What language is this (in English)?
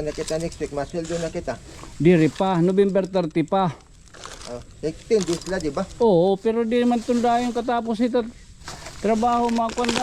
Waray